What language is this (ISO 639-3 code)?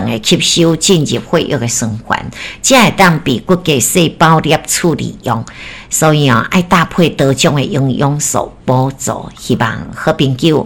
nan